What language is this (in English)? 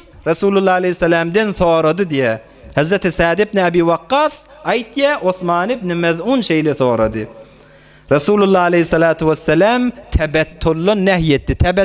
Turkmen